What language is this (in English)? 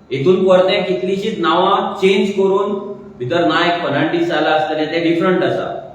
Konkani